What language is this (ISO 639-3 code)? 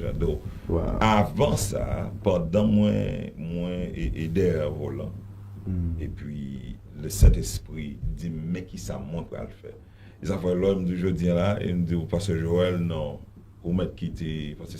hat